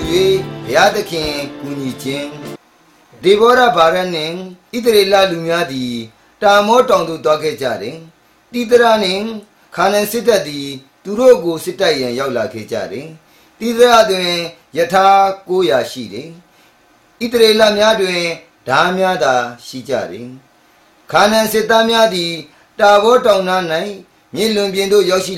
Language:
Burmese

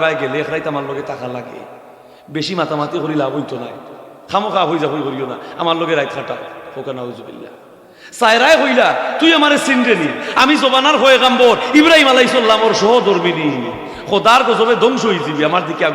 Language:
Sylheti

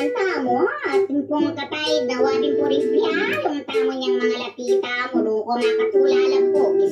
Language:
Pampanga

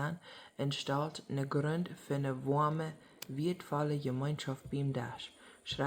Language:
Plautdietsch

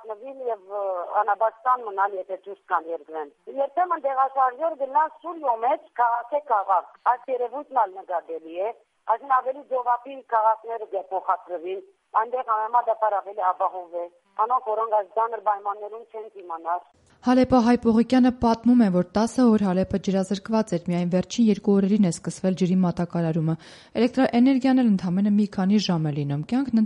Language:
Armenian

